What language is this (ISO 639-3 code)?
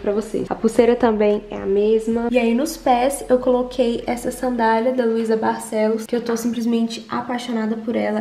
por